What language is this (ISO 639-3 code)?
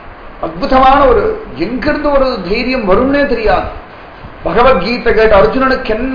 tam